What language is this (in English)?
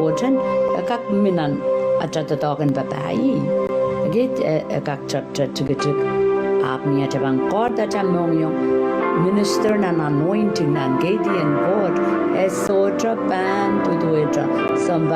Pohnpeian